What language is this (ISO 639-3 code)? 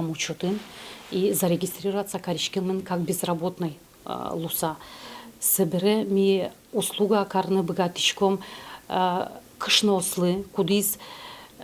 udm